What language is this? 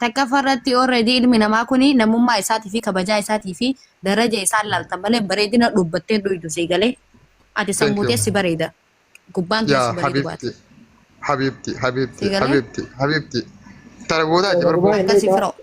Oromo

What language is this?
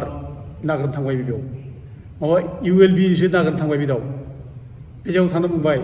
Bodo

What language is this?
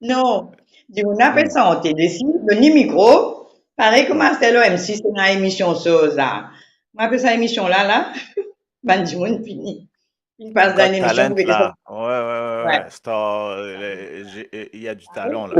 Morisyen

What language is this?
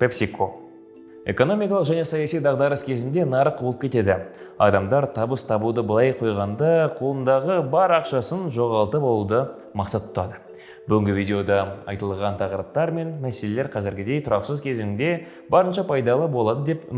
Kazakh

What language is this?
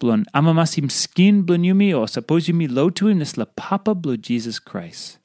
Tok Pisin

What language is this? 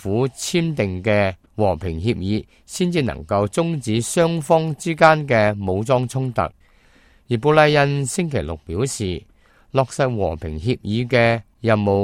Cantonese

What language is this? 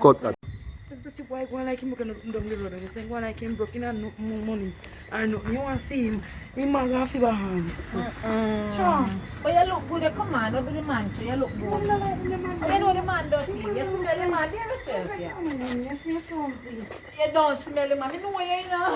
Jamaican Creole English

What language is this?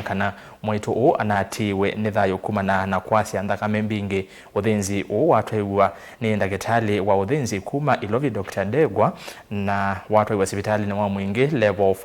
Kamba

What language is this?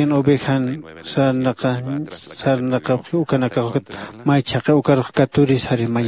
Aymara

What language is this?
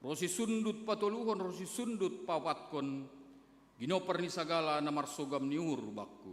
Batak Simalungun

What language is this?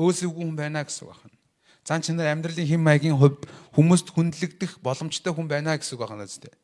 Mongolian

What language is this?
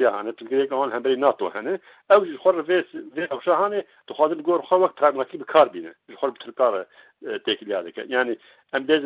Kurdish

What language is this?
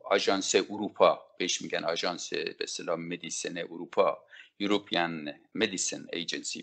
Persian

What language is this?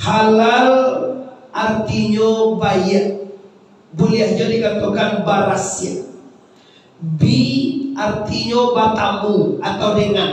Minangkabau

